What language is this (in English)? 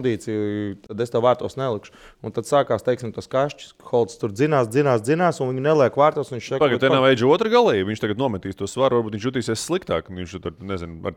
Latvian